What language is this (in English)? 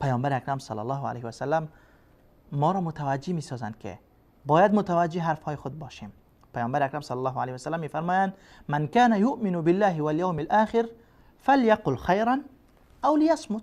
Persian